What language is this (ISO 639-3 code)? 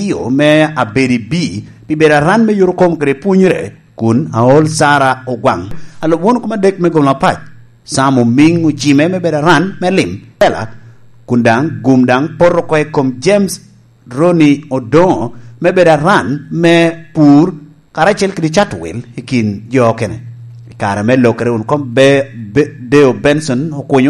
laj